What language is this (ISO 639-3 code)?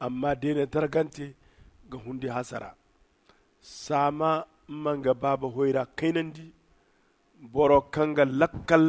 dje